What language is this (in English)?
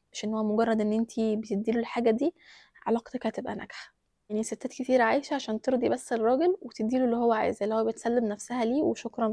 Egyptian Arabic